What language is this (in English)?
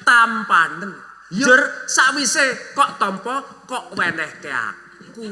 Javanese